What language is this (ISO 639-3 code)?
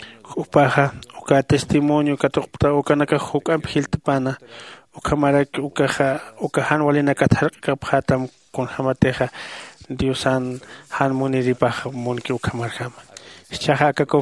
aym